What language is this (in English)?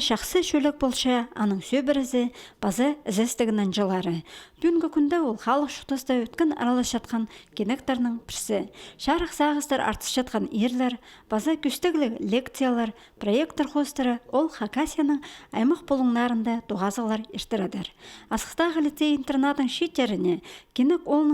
Khakas